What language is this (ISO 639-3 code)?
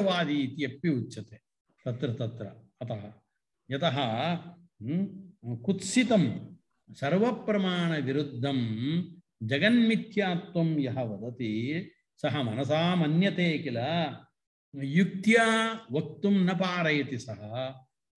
san